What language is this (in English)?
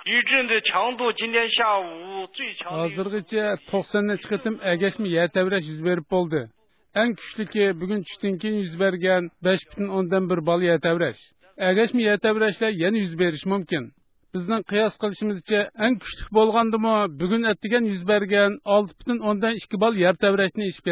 Uyghur